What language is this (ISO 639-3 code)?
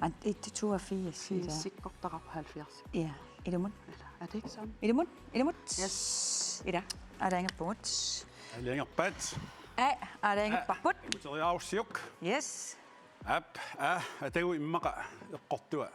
kal